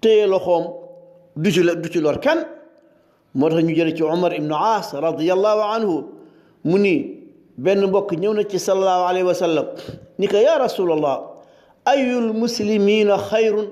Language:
Wolof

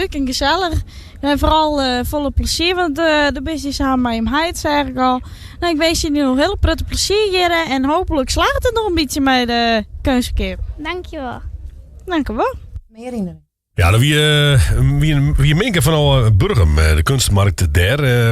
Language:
Western Frisian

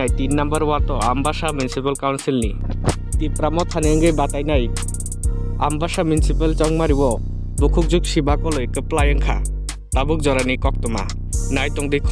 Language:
Kok Borok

